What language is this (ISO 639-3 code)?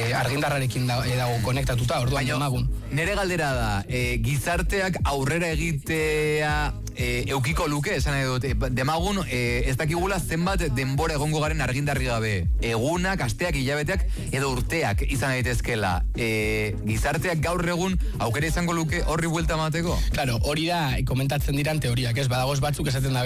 eus